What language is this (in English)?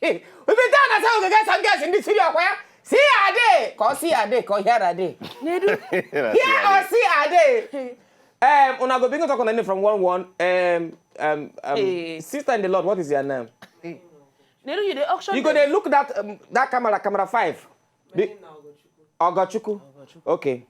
Nigerian Pidgin